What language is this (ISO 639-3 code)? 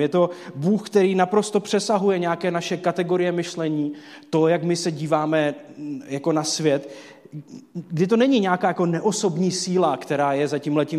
ces